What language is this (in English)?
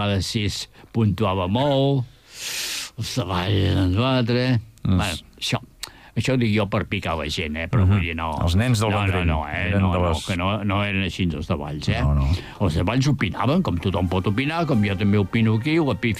Catalan